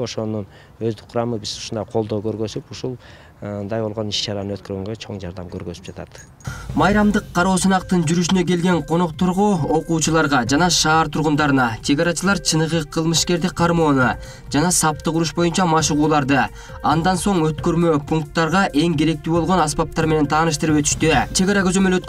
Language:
Kyrgyz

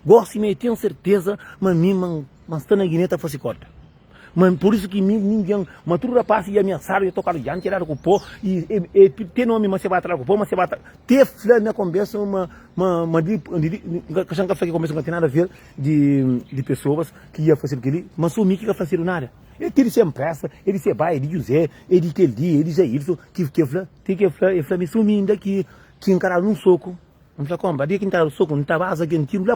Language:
Kabuverdianu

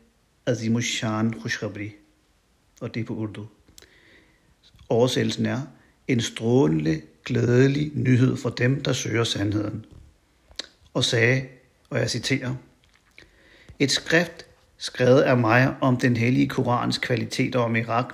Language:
Danish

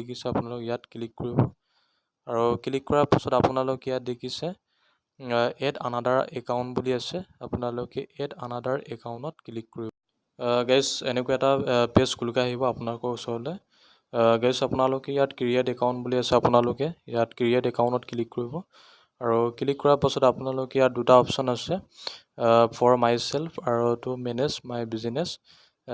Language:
Assamese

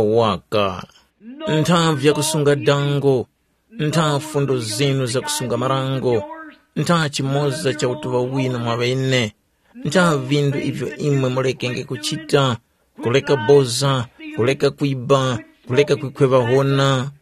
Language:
Tumbuka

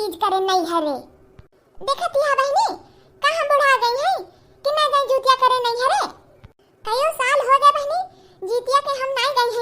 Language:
Awadhi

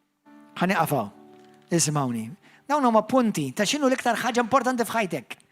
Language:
Maltese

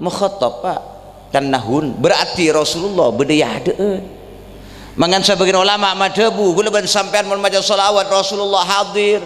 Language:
Madurese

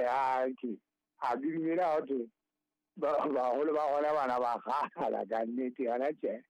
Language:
Southern Sotho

